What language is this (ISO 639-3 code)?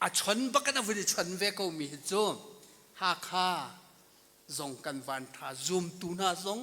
cnh